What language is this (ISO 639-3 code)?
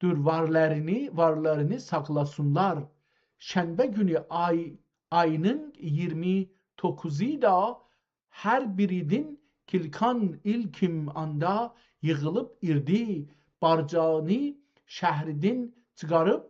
azb